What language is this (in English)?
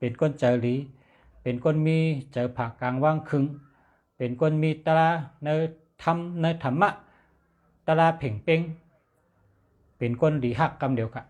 Shan